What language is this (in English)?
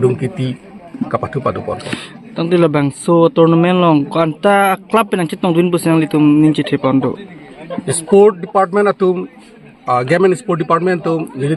Karbi